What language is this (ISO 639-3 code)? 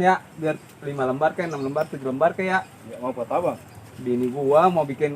bew